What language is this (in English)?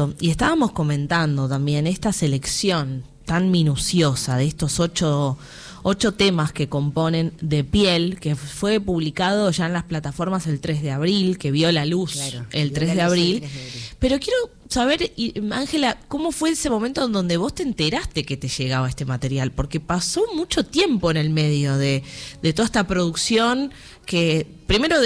Spanish